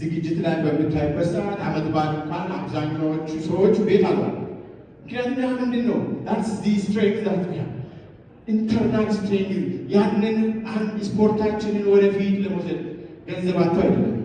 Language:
Amharic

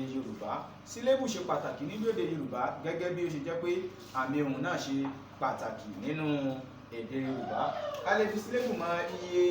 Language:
Yoruba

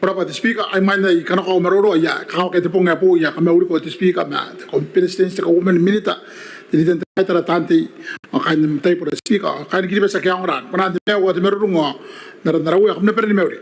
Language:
Gilbertese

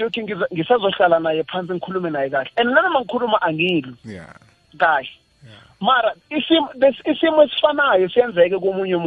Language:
South Ndebele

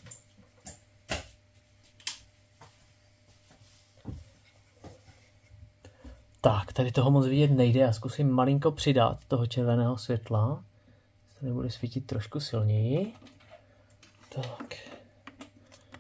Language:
Czech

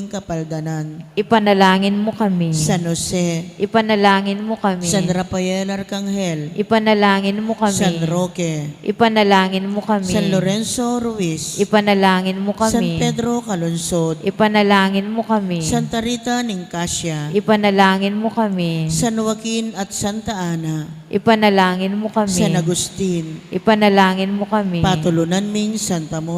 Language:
Pampanga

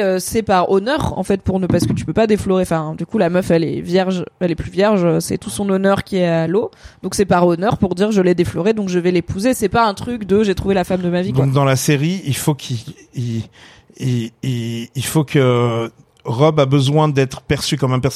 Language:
French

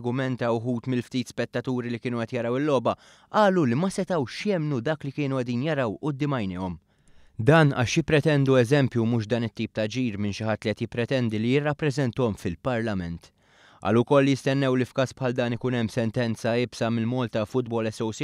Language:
Maltese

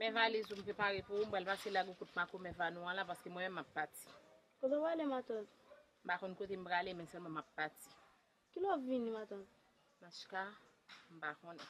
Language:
Haitian Creole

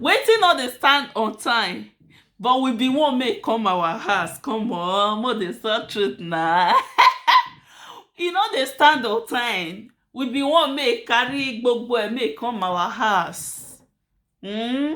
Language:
Nigerian Pidgin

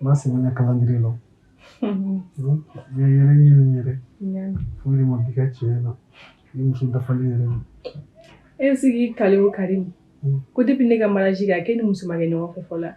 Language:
Bambara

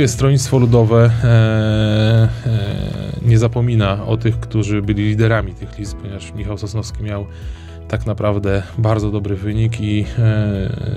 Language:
Polish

